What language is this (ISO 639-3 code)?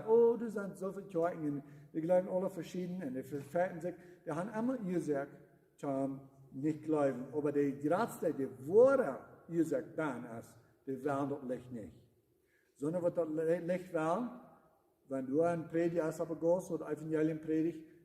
pdt